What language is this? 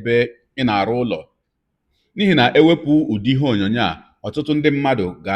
Igbo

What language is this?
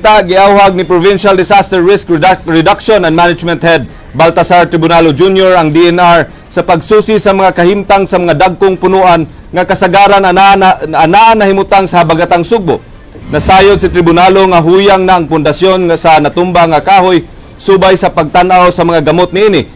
Cebuano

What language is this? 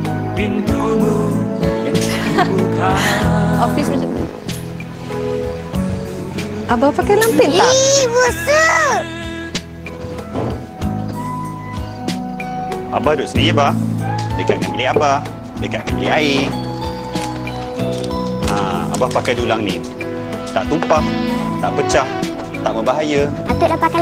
Malay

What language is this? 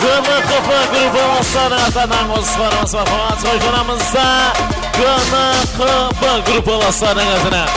Kara-Kalpak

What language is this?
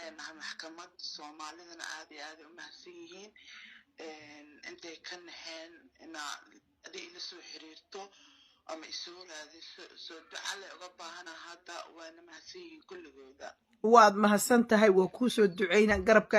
Somali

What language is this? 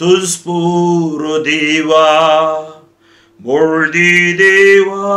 Konkani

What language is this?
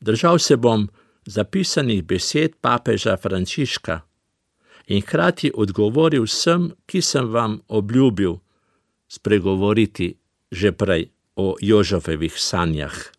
Slovenian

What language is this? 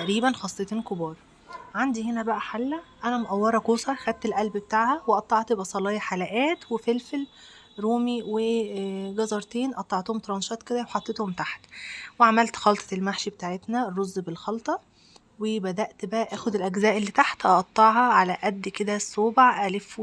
Egyptian Arabic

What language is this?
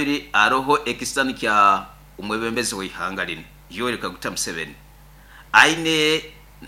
Nyoro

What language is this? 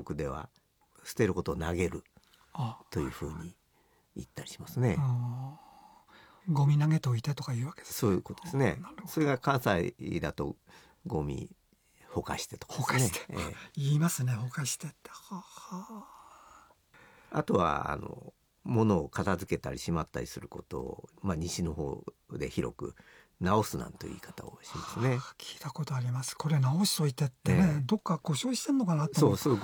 Japanese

